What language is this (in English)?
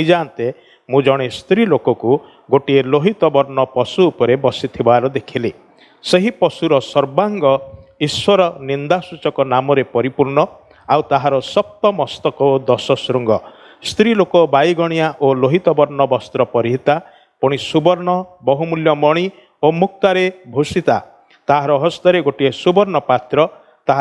Odia